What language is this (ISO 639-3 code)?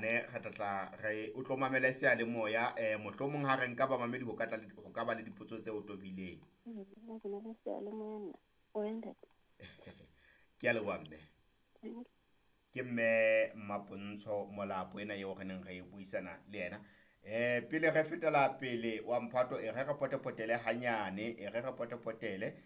sot